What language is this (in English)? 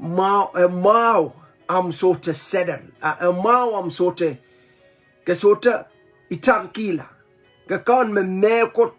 Pohnpeian